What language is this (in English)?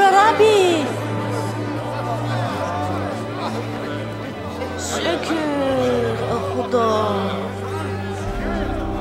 Judeo-Tat